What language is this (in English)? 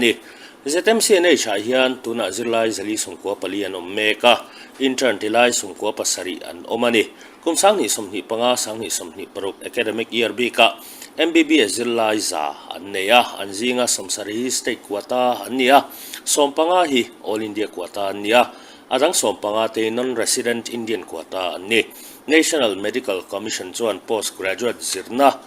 Mizo